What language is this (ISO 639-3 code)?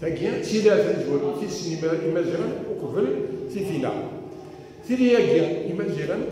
kab